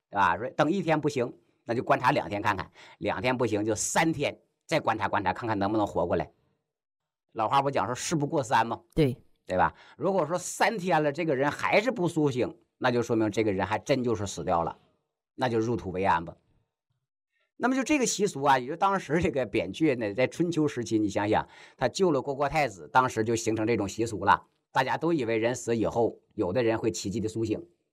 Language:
Chinese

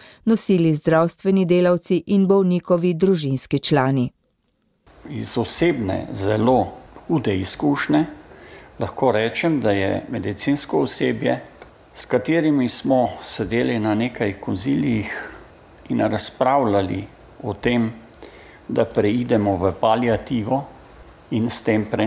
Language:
Slovenian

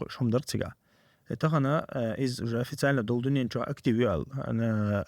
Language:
Chechen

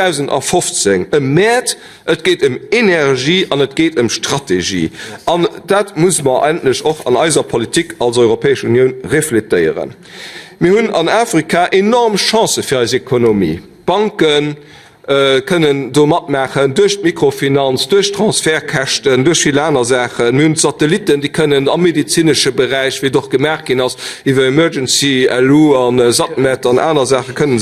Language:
Luxembourgish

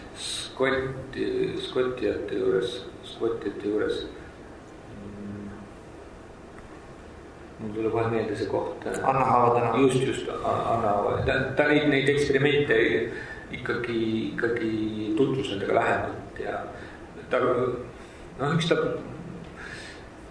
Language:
Estonian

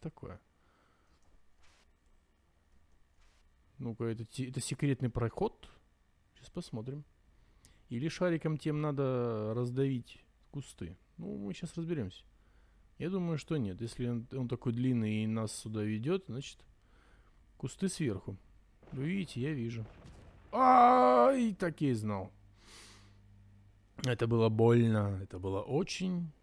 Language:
Russian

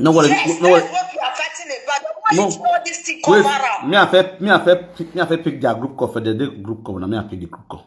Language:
Nigerian Pidgin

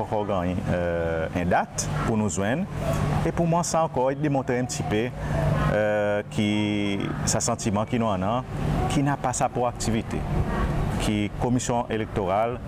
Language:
Seselwa Creole French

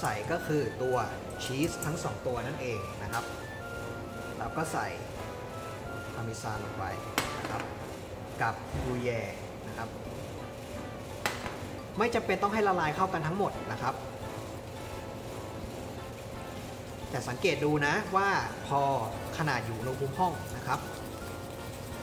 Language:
Thai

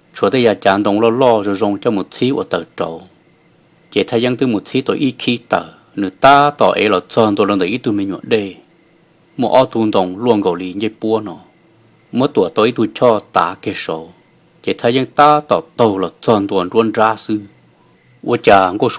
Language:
Hmong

